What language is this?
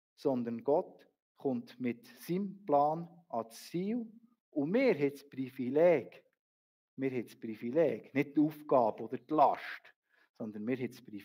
Swiss German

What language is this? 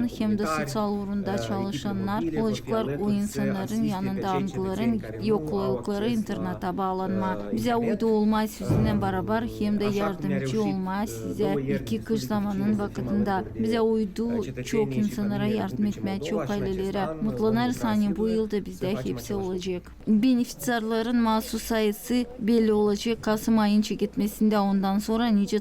Gagauz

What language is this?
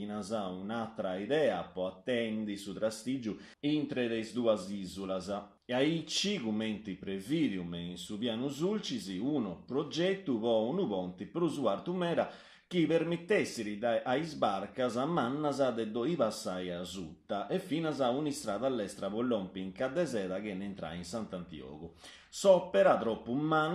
Sardinian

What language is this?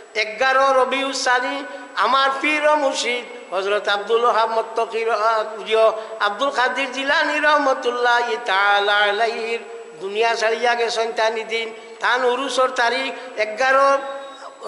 Sylheti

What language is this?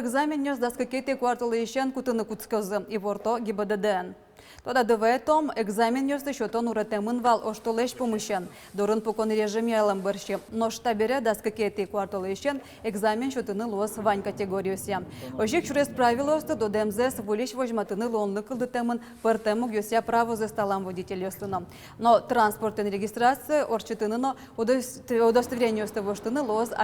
Udmurt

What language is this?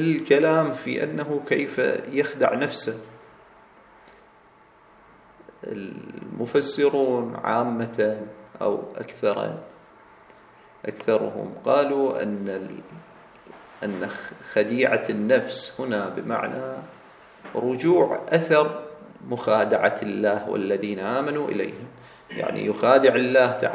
Arabic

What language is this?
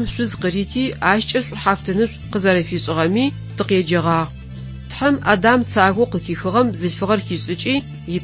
Adyghe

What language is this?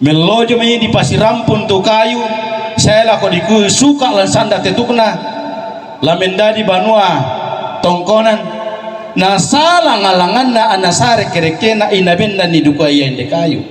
Toraja-Sa'dan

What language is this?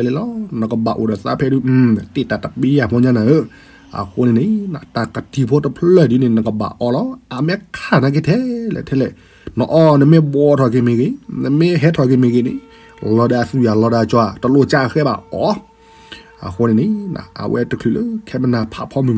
S'gaw Karen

